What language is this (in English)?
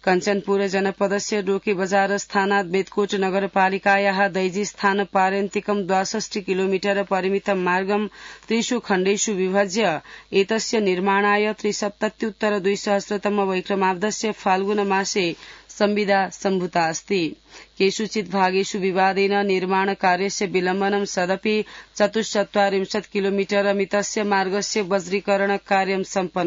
Sanskrit